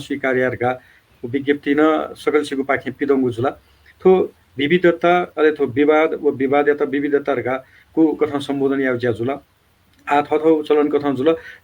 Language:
Newari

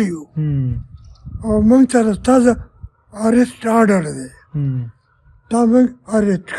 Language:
Pashto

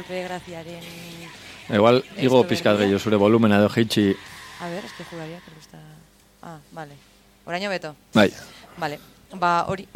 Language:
Basque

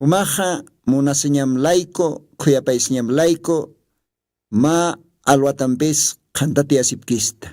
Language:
Aymara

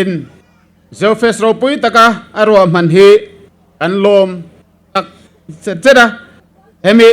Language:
Mizo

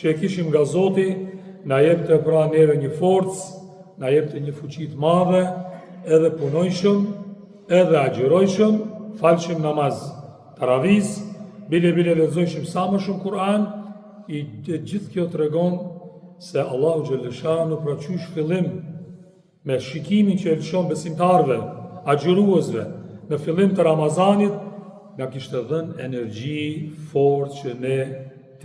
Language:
Albanian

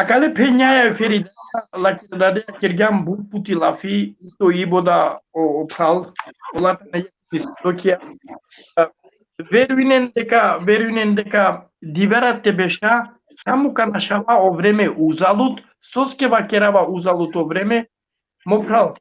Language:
Balkan Romani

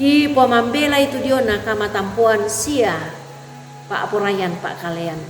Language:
Toraja-Sa'dan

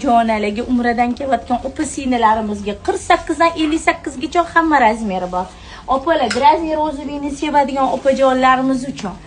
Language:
Uzbek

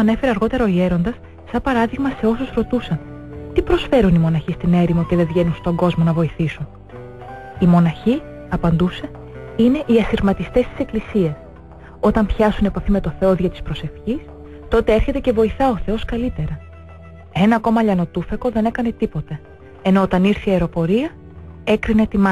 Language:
Greek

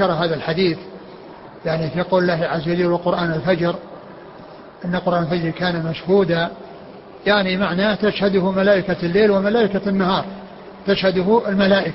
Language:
Arabic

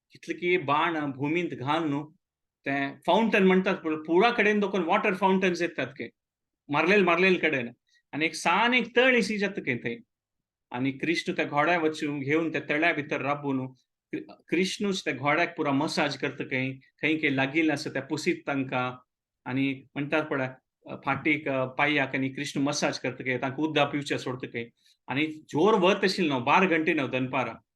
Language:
Konkani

